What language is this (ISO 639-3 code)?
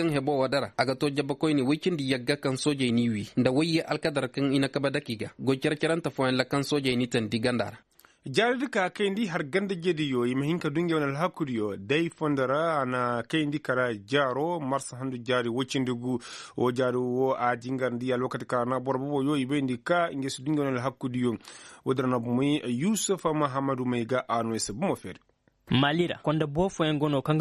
ses